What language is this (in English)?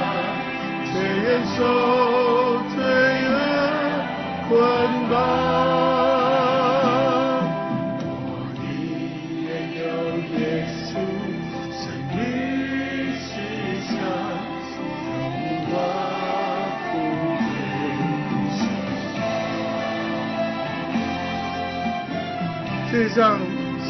Chinese